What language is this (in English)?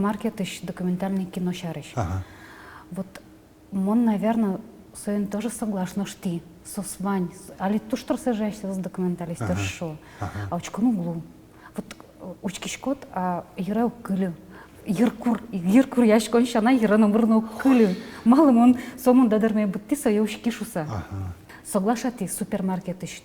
Udmurt